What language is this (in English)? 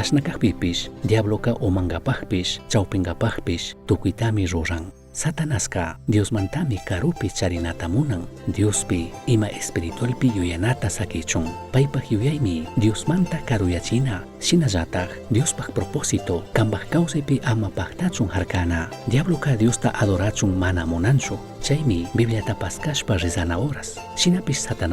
Chimborazo Highland Quichua